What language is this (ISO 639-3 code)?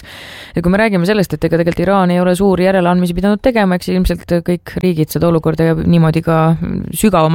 est